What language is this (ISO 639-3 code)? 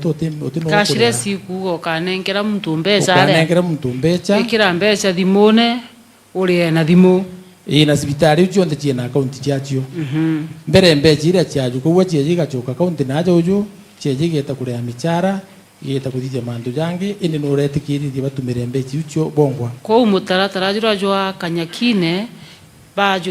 mer